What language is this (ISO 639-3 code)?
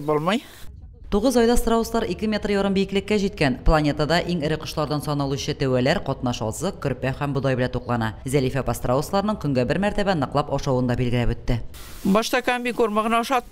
tat